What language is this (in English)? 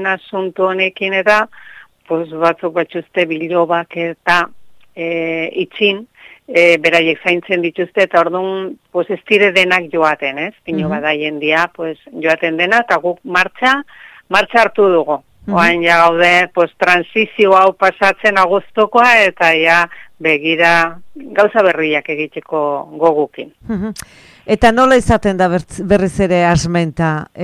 Basque